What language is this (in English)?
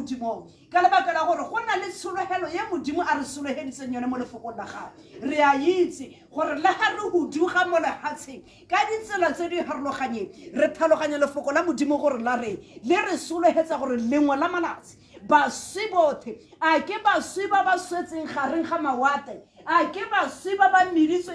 Tswana